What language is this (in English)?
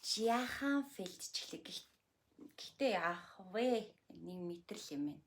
Mongolian